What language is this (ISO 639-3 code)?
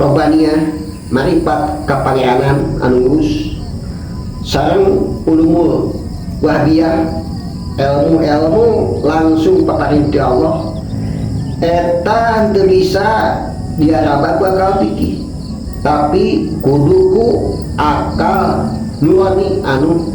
sun